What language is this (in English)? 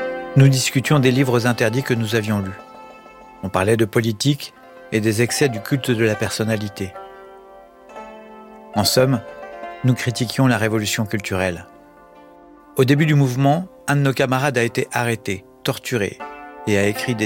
French